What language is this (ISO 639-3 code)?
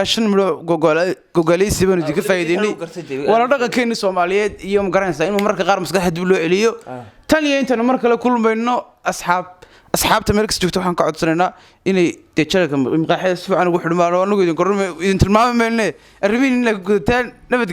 som